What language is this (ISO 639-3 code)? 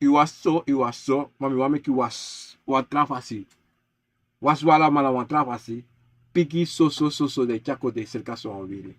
srn